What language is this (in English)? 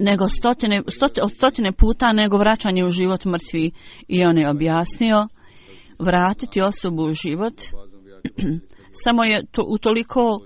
Bosnian